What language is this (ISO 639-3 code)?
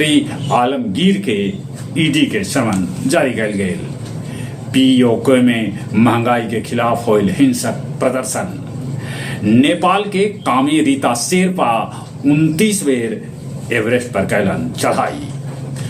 mag